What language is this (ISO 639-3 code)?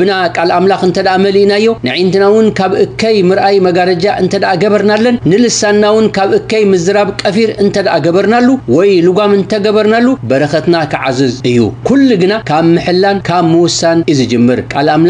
tir